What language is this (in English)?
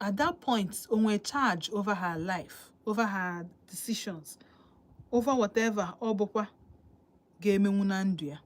Igbo